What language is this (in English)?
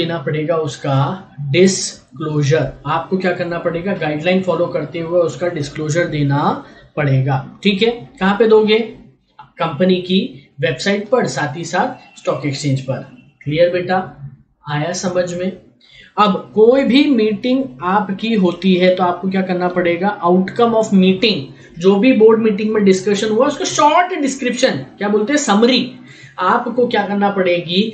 Hindi